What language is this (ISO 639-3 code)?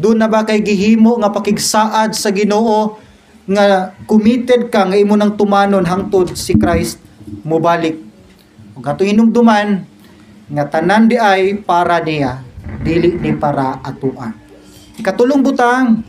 ceb